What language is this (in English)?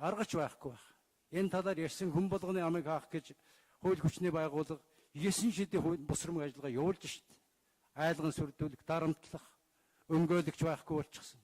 Mongolian